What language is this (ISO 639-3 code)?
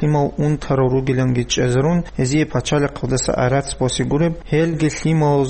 ava